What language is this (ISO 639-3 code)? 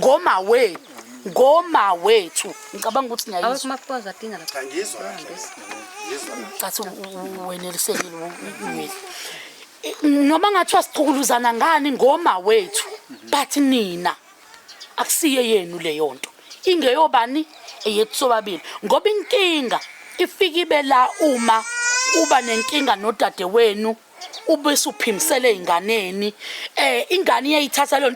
zul